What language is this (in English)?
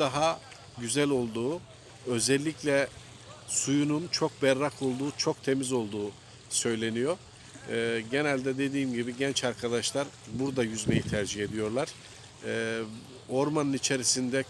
Turkish